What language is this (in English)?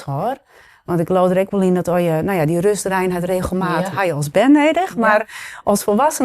Western Frisian